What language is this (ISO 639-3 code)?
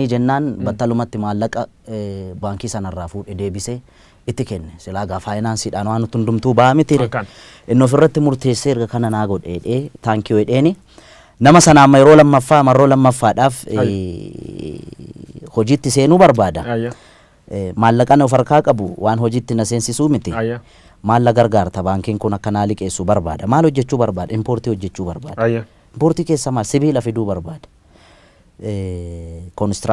orm